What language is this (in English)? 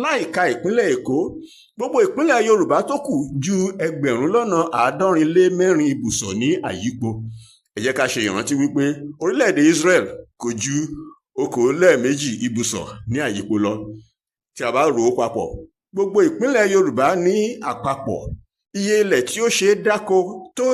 Yoruba